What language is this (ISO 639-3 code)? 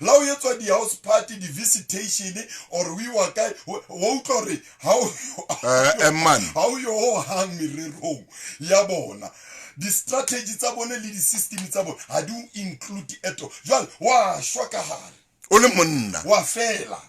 sot